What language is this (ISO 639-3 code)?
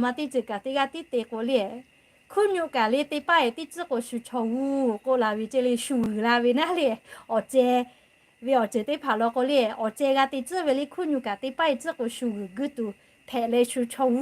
lhu